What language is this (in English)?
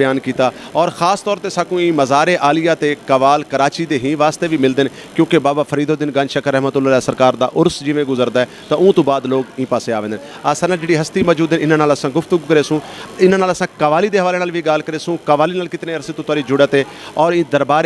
Saraiki